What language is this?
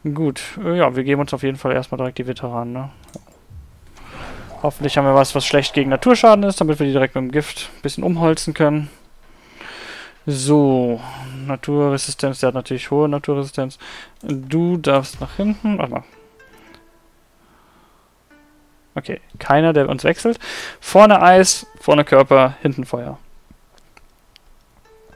German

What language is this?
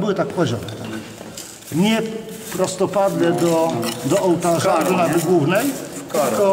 Polish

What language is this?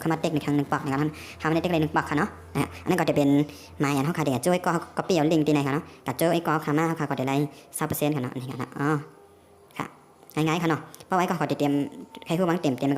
Shan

